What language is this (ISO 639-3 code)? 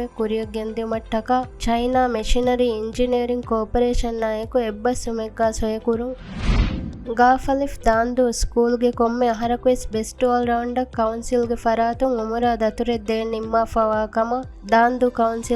div